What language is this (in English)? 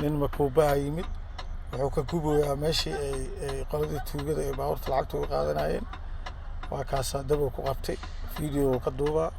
Somali